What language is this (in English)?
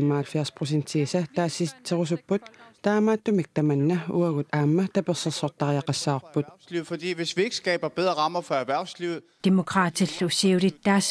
Kalaallisut